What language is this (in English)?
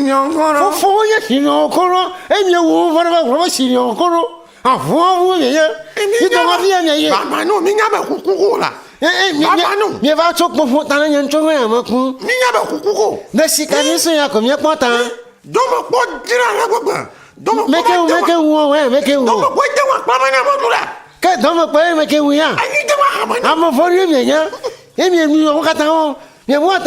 Ewe